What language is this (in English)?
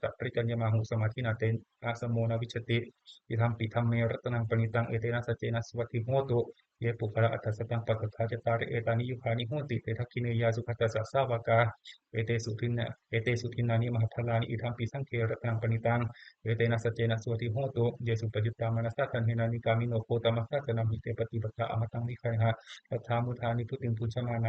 Pali